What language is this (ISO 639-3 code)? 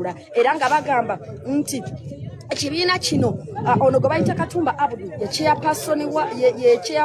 lug